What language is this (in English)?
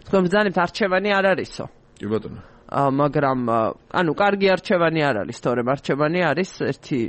Georgian